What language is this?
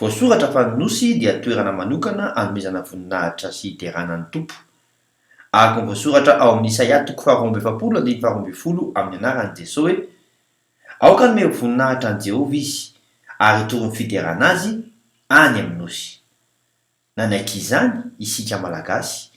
Malagasy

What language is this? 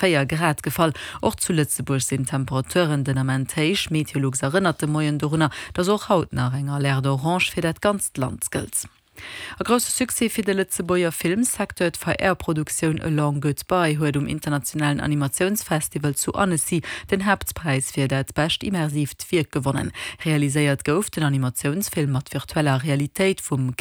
Luxembourgish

